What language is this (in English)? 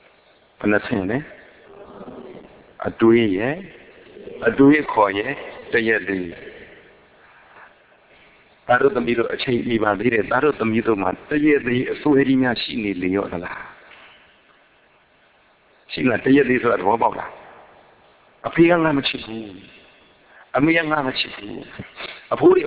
Burmese